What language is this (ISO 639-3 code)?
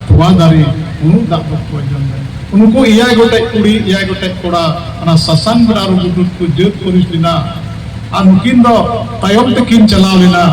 sat